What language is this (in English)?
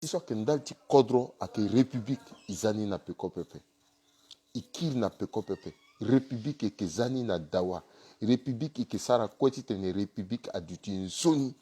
Sango